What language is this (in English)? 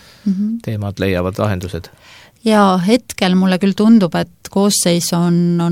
Estonian